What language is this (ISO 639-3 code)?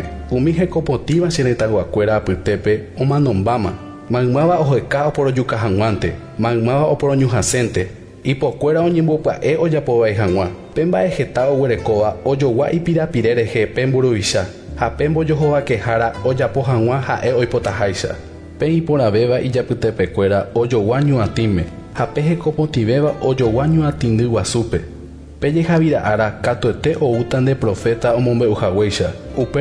grn